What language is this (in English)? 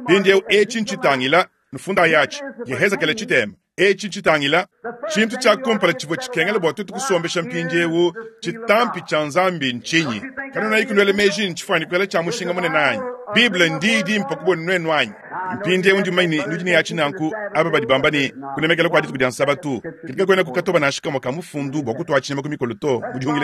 Luba-Lulua